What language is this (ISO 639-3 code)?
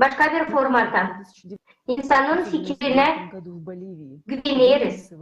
gag